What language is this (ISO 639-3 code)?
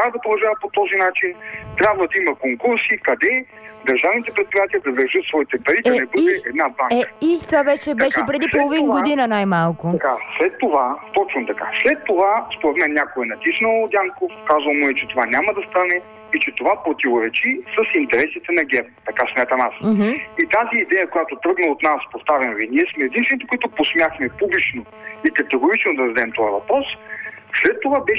bul